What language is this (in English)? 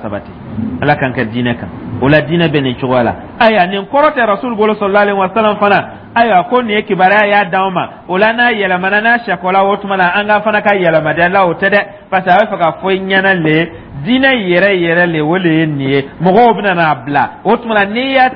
Dyula